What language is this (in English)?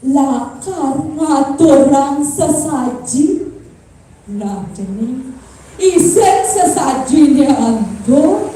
Balinese